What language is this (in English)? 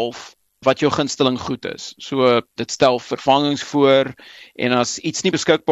Afrikaans